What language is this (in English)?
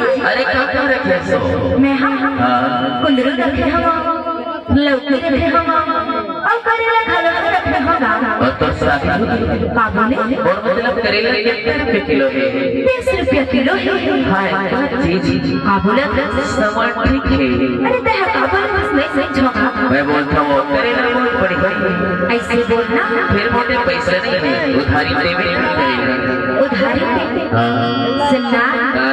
Chhattisgarhi